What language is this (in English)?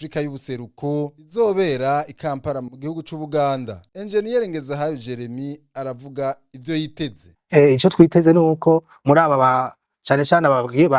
Rundi